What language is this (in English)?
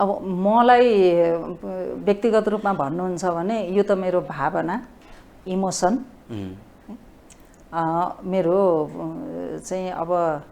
Nepali